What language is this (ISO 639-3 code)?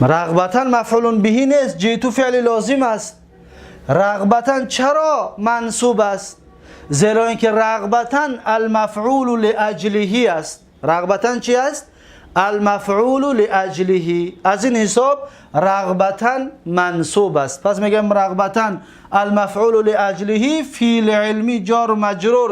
tgk